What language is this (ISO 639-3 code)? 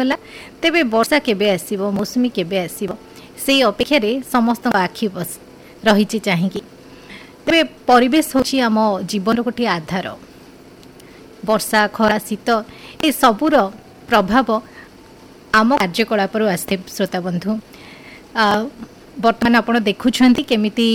ori